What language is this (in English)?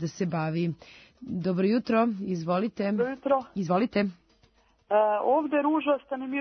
Serbian